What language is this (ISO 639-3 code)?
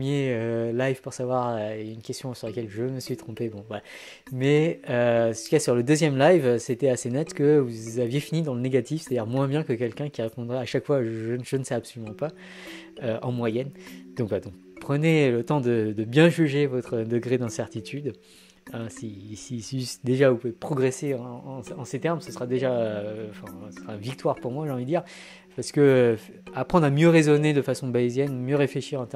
fra